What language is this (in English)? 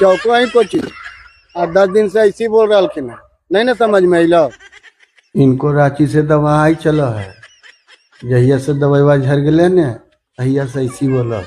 Magahi